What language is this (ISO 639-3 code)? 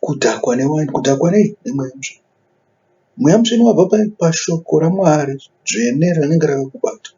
sna